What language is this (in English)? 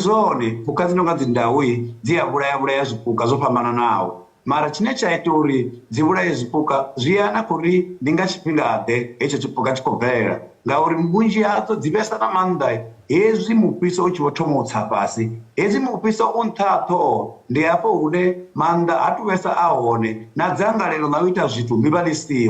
Venda